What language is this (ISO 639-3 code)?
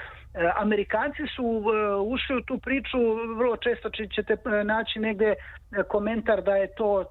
srp